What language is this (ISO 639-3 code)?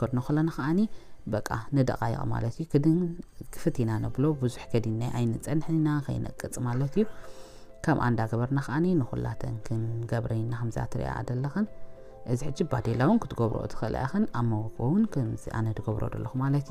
tir